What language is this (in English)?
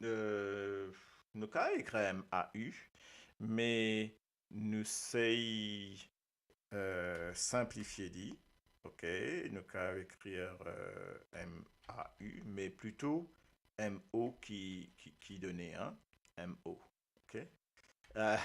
Morisyen